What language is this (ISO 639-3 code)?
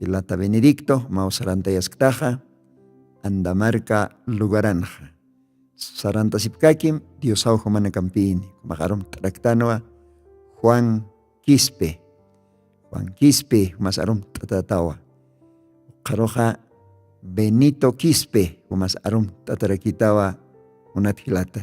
aym